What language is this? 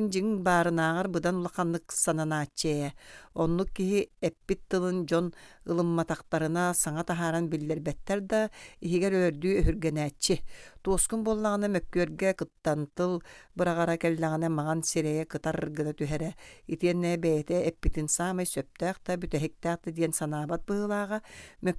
Yakut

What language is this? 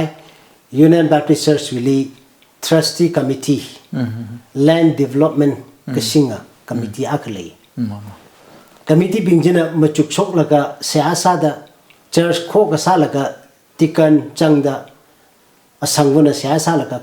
Tangkhul Naga (India)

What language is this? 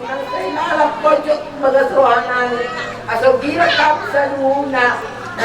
Batak Toba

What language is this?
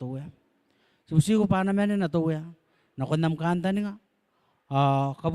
Gilbertese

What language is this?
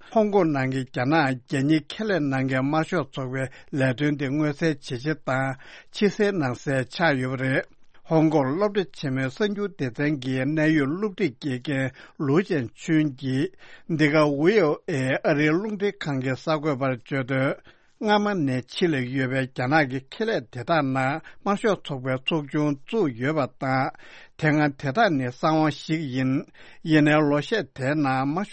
Tibetan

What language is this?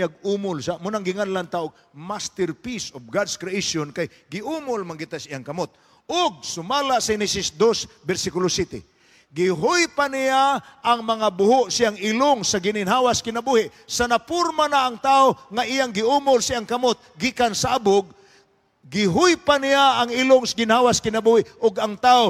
Cebuano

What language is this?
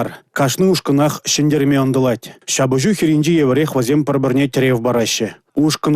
Chuvash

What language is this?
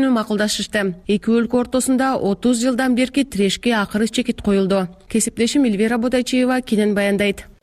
Kyrgyz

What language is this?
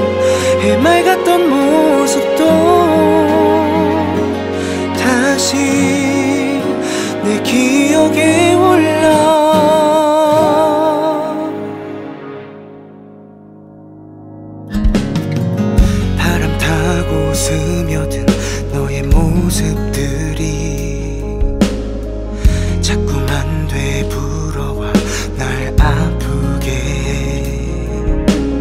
Korean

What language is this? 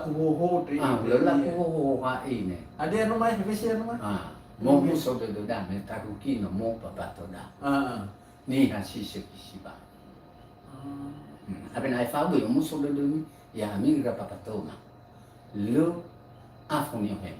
Nias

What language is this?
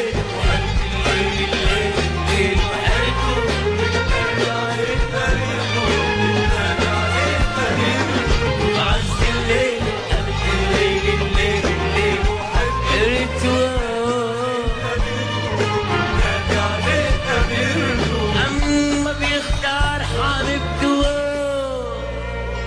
Tunisian Arabic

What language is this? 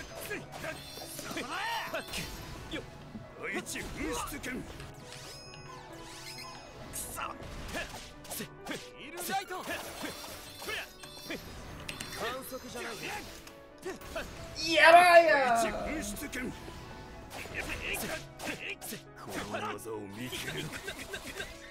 Japanese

